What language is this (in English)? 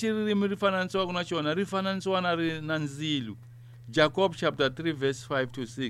Tsonga